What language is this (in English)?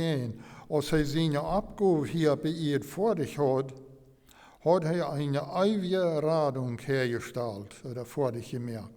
Plautdietsch